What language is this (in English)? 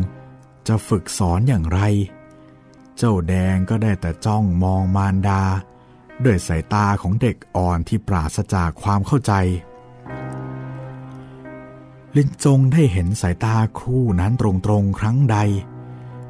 Thai